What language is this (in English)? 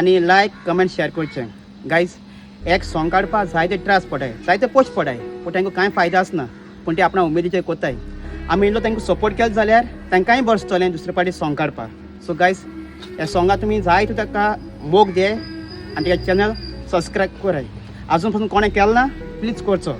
Konkani